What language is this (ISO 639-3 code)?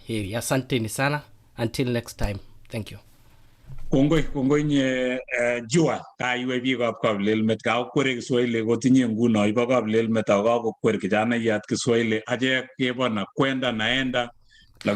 kln